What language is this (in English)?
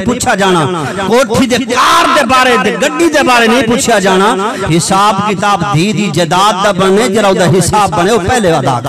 Saraiki